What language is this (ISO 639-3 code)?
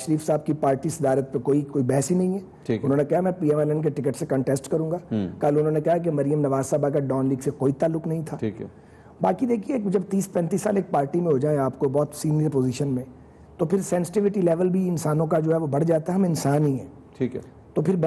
urd